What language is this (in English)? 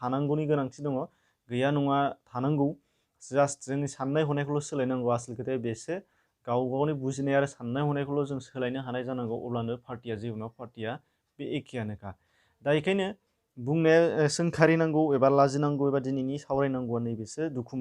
Bodo